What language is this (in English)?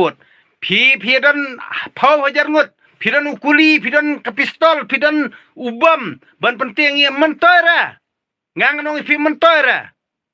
Khasi